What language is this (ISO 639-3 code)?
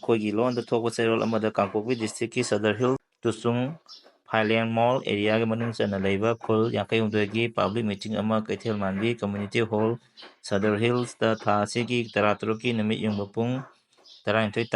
mni